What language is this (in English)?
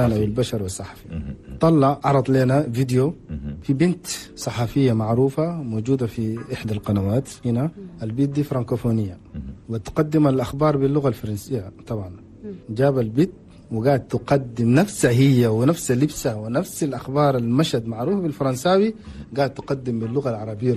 Chadian Arabic